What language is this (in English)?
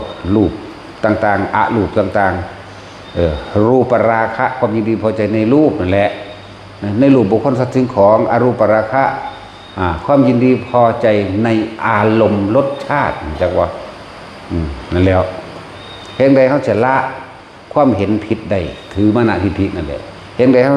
Northeastern Thai